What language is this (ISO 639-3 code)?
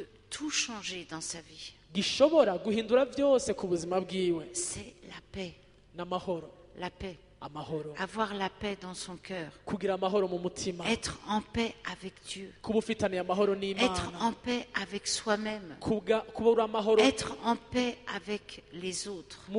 kin